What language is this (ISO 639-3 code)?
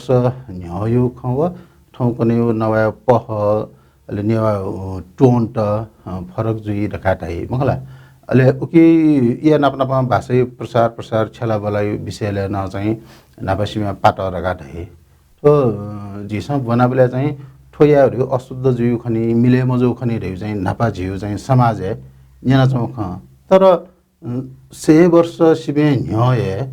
new